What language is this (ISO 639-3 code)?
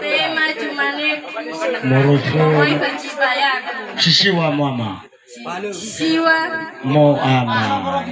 nia